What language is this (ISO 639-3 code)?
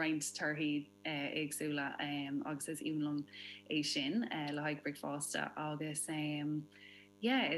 gle